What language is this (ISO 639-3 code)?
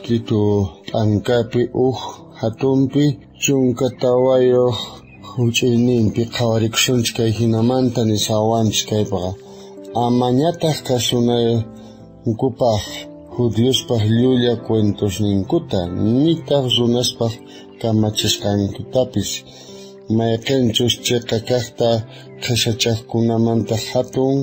quh